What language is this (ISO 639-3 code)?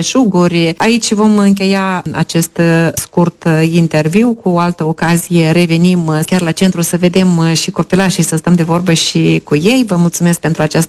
ron